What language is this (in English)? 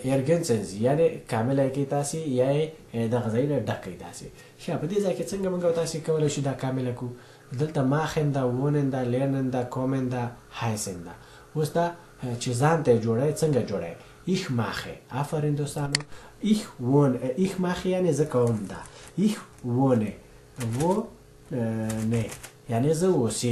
Pashto